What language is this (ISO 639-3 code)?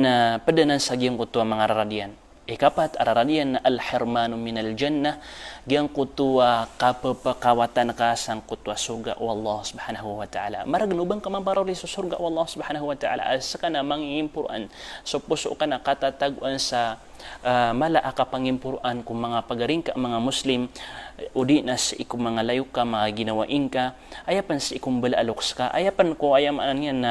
mrw